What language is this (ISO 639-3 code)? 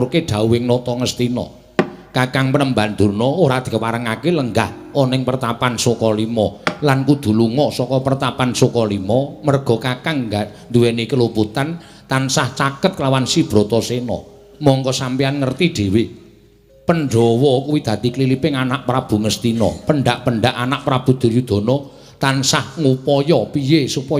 jav